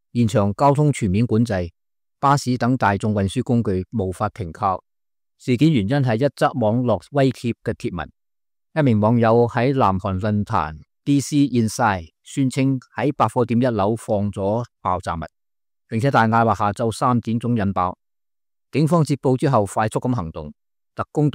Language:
Cantonese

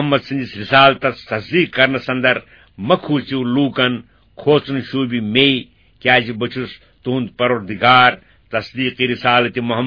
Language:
Kashmiri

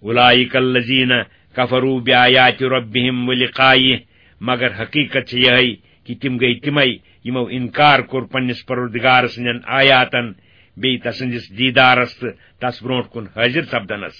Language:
Kashmiri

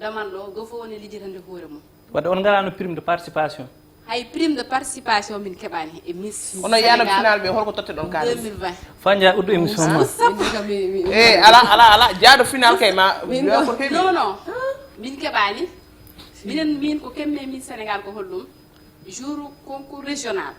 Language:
Fula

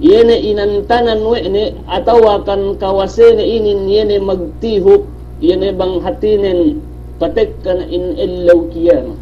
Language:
Yakan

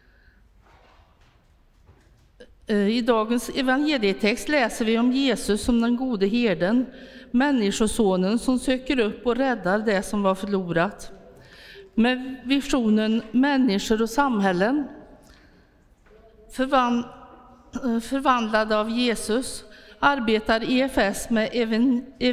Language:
Swedish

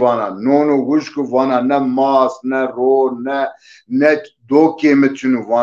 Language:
Zaza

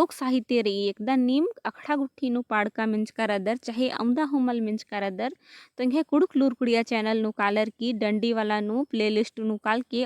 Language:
Kurukh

